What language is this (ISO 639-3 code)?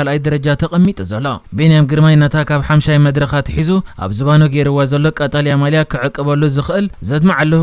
tir